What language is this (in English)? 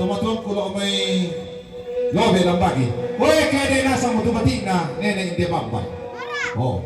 Toraja-Sa'dan